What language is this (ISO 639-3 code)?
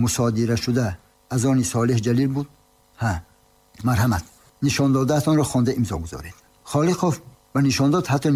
tgk